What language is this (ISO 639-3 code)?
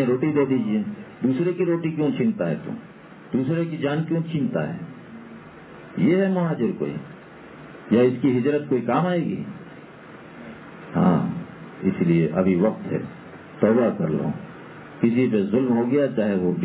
urd